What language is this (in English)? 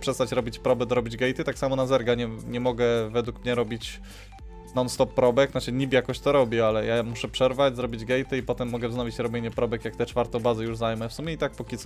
Polish